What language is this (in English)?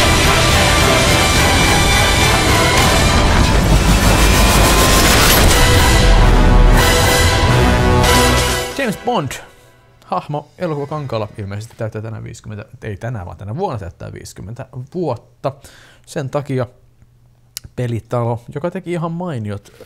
Finnish